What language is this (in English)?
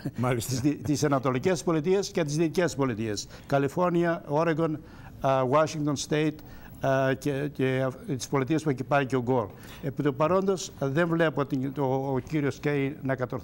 Greek